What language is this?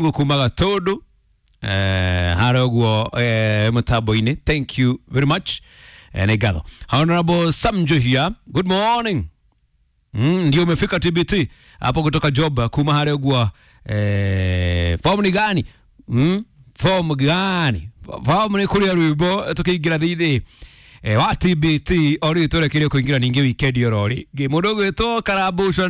Kikuyu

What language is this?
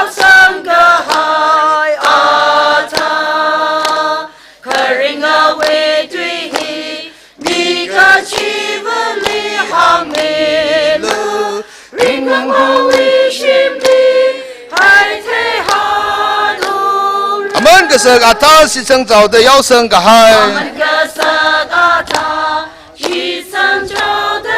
Tangkhul Naga (India)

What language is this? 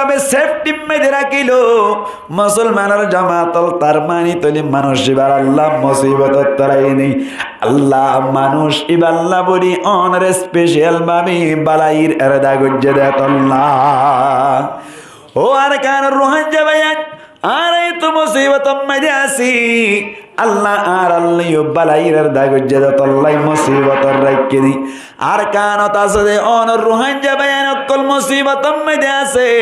Rohingya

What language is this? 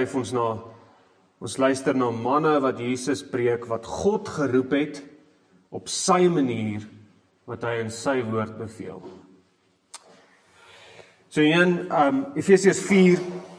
Afrikaans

